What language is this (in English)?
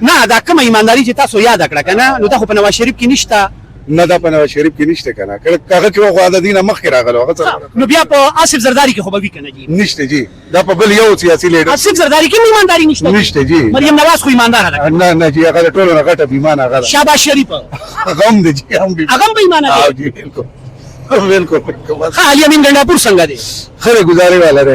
Pashto